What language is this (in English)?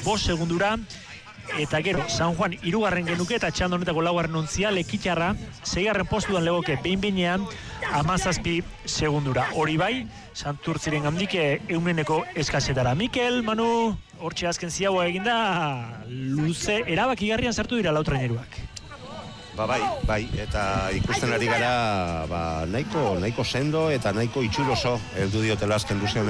Basque